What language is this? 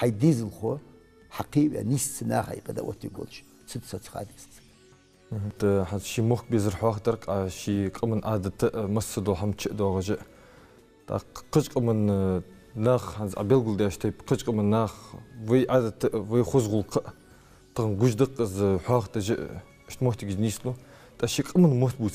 Ingush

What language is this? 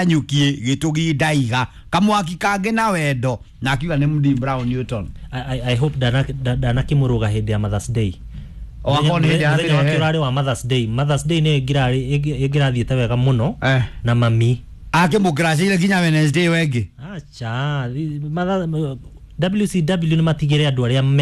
Kikuyu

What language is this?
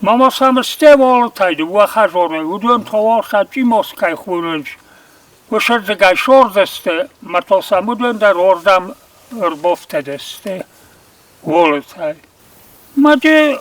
Ossetic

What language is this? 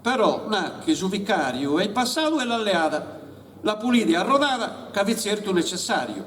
Sardinian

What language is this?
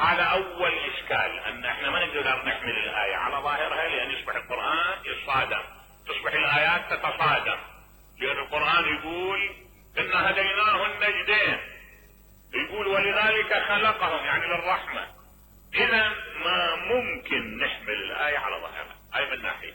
Mesopotamian Arabic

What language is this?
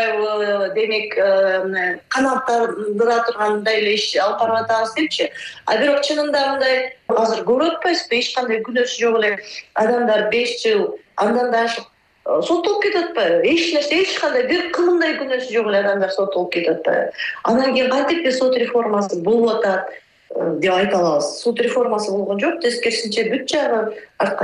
Kyrgyz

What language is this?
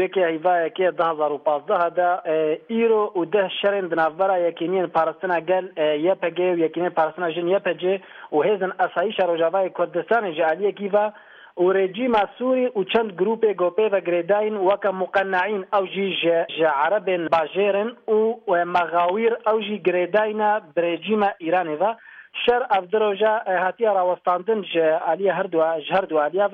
Kurdish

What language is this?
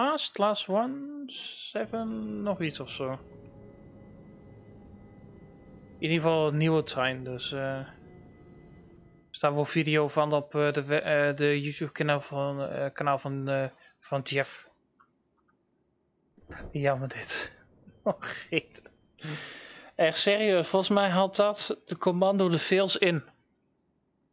Dutch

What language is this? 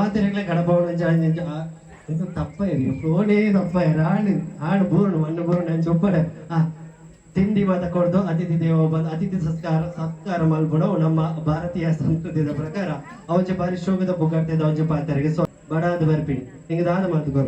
Tulu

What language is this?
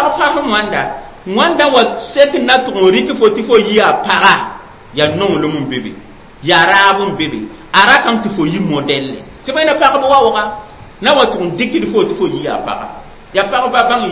Mossi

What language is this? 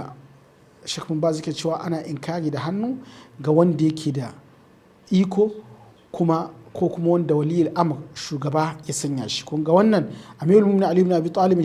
Hausa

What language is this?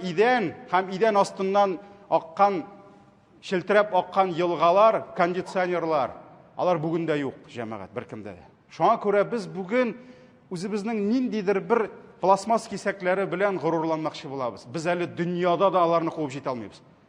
Tatar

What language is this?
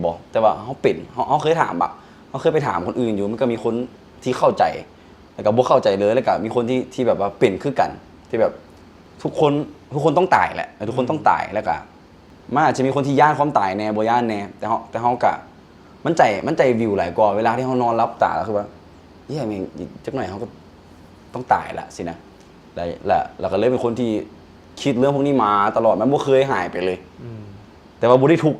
Lao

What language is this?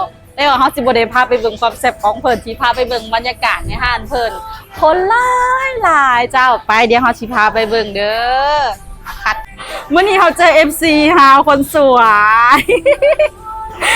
Lao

